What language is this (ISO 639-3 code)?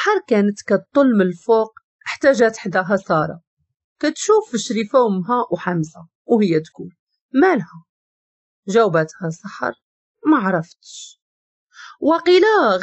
ary